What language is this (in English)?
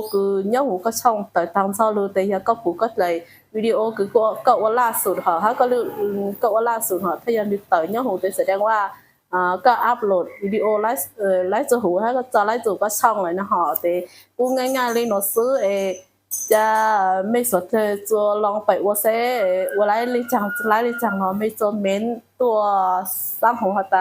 Hmong